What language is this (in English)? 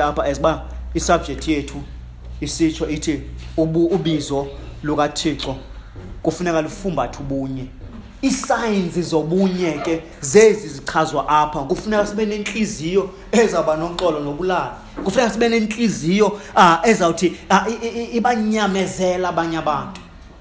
Xhosa